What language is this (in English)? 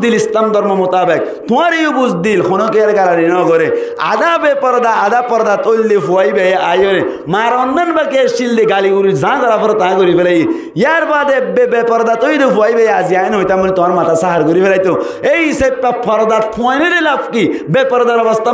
Rohingya